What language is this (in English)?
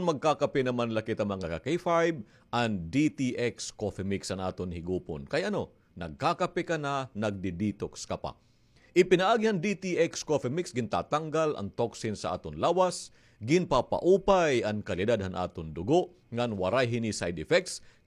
Waray